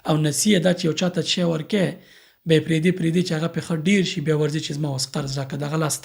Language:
Pashto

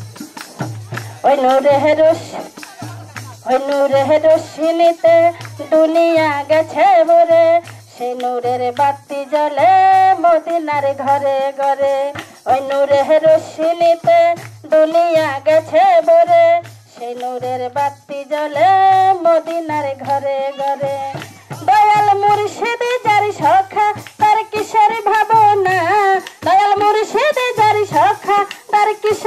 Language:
Bangla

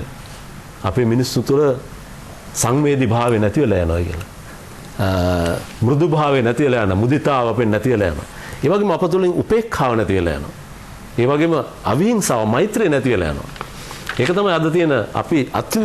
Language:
Sinhala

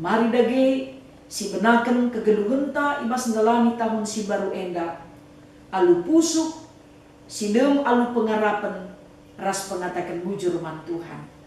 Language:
Batak Karo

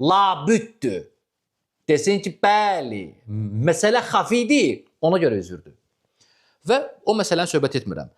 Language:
Azerbaijani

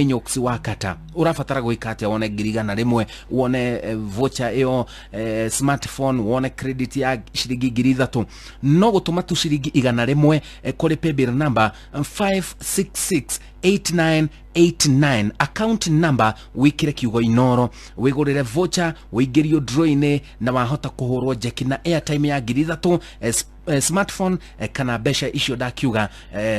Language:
Kikuyu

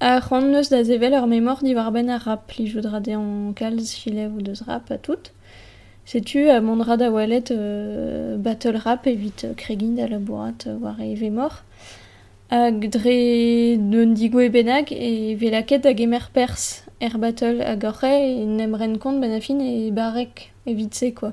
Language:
Breton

